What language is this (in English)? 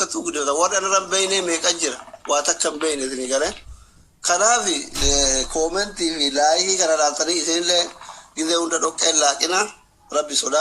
Oromo